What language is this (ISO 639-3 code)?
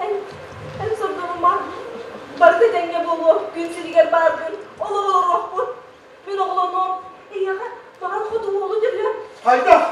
sah